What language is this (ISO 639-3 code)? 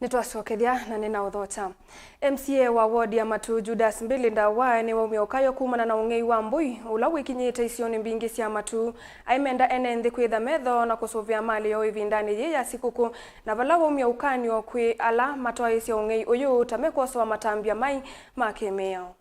kam